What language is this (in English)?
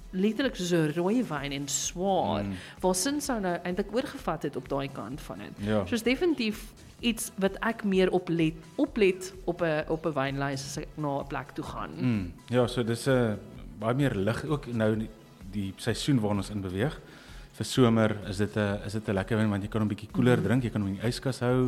Afrikaans